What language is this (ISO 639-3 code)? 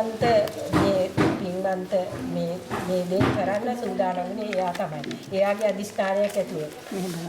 sin